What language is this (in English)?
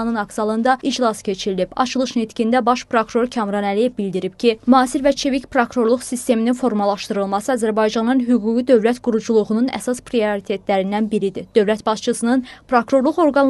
Azerbaijani